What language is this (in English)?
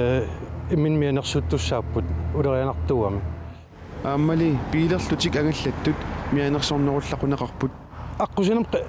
Kalaallisut